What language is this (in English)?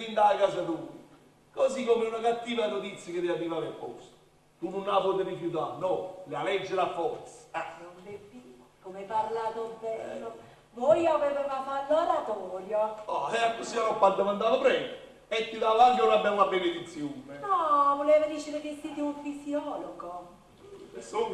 Neapolitan